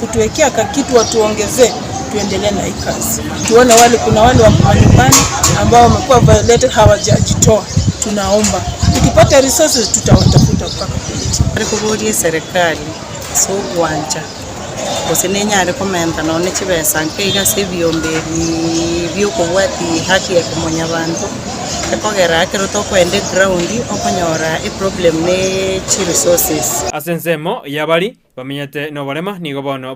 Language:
Gusii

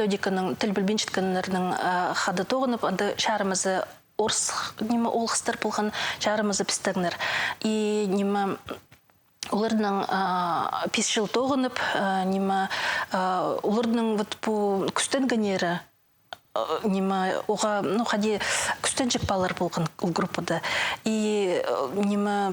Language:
Khakas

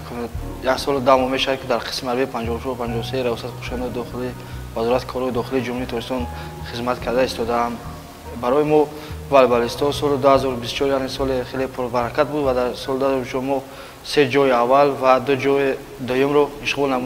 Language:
Tajik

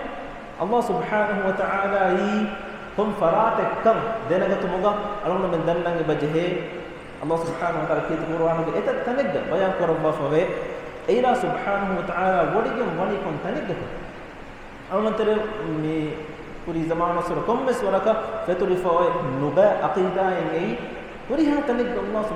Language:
Divehi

